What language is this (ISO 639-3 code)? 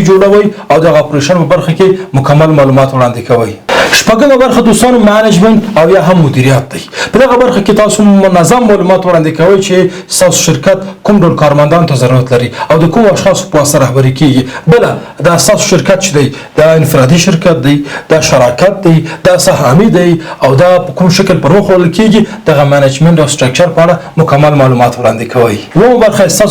pus